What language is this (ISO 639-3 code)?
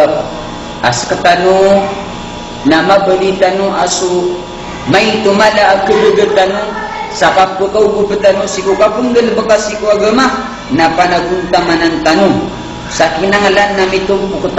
mrw